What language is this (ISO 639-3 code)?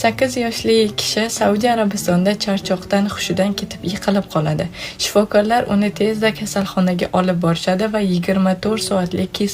uzb